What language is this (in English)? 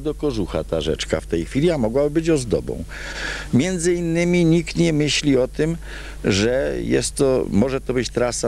Polish